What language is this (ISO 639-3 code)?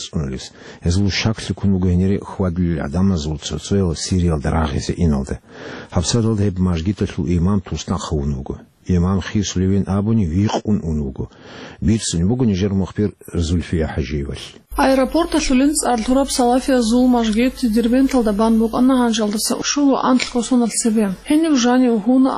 ava